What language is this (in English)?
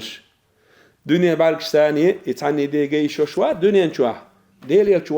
Chechen